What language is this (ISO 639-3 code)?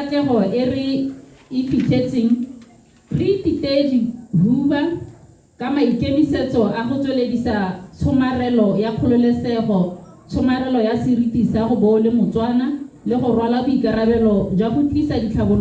tsn